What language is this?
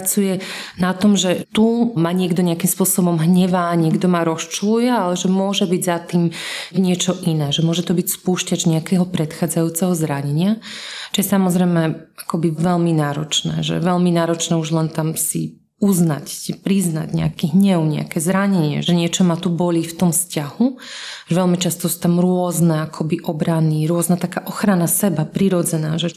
Slovak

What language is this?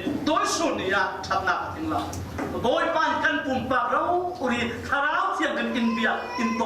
Falam Chin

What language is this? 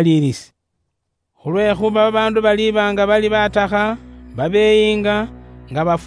Luyia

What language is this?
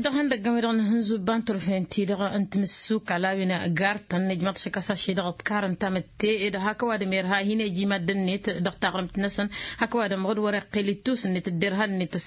Tamasheq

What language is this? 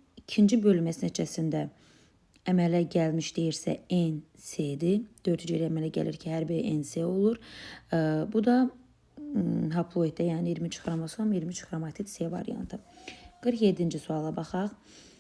Azerbaijani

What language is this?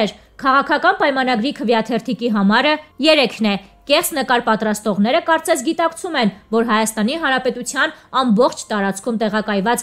Armenian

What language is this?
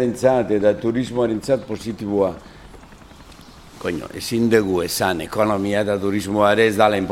Basque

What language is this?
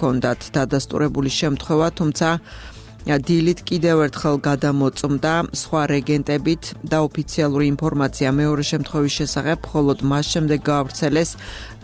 Georgian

